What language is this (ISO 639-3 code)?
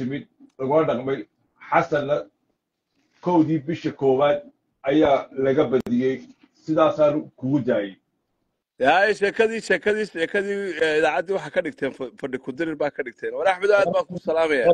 som